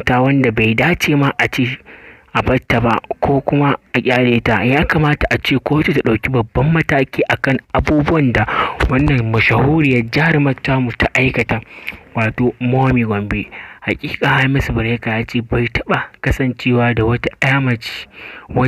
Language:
Hausa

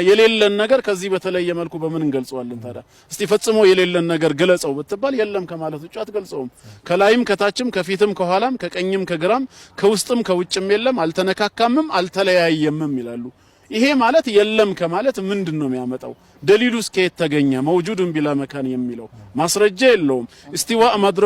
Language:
Amharic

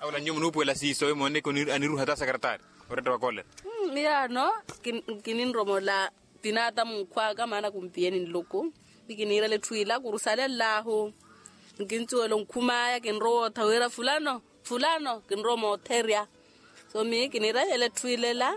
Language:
Makhuwa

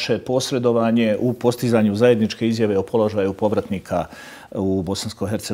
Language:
Bosnian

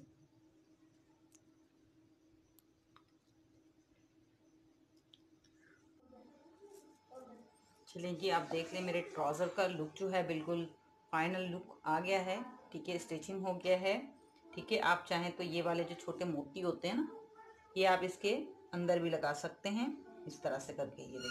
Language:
Hindi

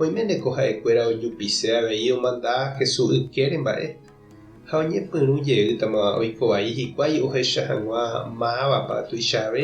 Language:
Guarani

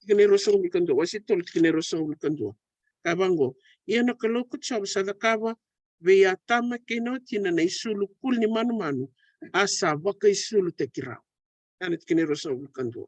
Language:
Fijian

